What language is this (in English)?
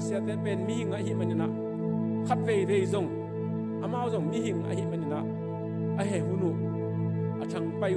Tedim Chin